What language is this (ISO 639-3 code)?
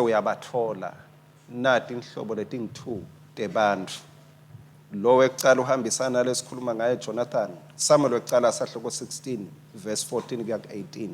ssw